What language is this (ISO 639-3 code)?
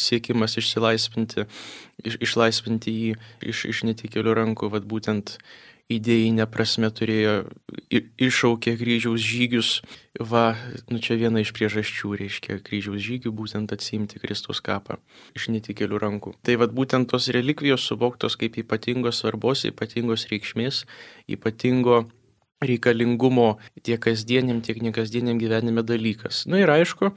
lit